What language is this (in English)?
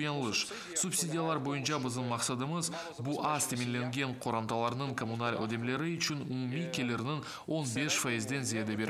Crimean Tatar